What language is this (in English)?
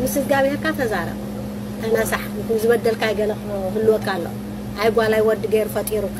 Tigrinya